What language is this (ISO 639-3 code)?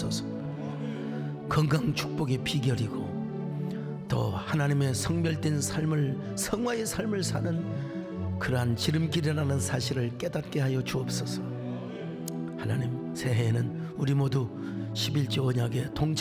kor